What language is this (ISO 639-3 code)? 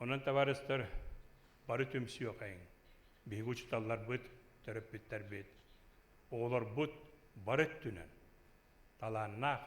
sah